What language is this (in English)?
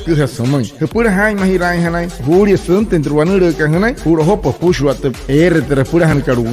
Wayuu